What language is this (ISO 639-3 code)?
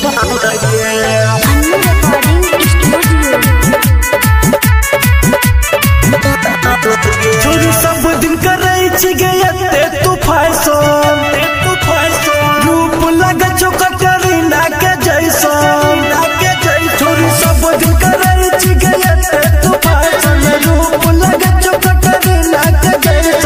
bho